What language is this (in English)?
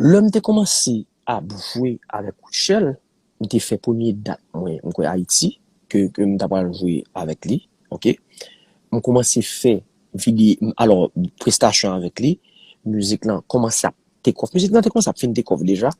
Haitian Creole